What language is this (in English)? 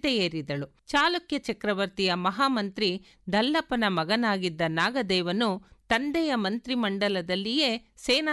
Kannada